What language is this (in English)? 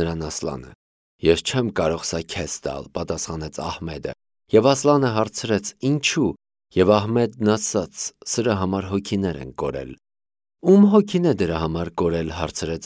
Armenian